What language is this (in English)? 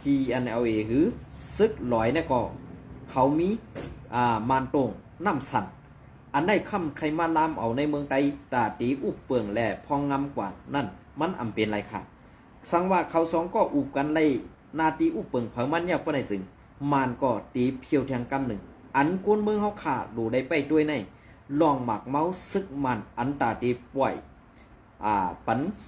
Shan